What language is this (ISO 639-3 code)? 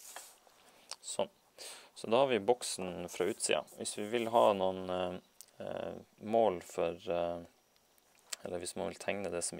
nor